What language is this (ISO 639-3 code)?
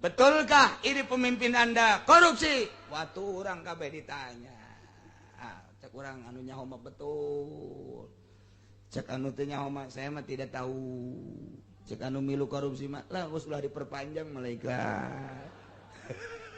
sun